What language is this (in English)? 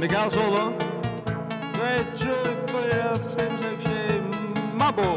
Faroese